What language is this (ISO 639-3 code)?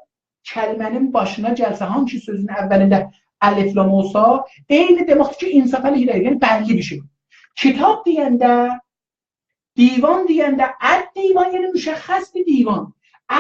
azb